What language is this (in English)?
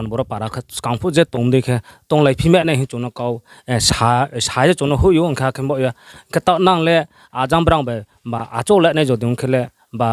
Riang (India)